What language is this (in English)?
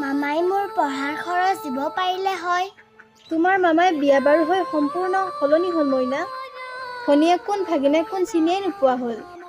Assamese